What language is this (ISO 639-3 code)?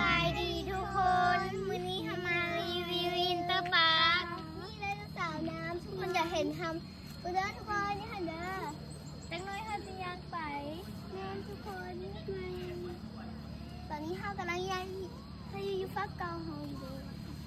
lao